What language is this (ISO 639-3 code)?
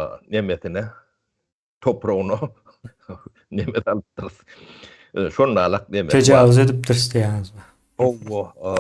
tuk